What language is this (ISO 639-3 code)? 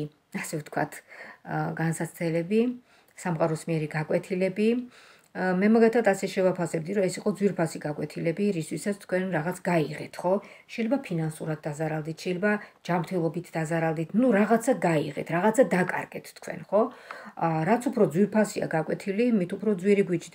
kat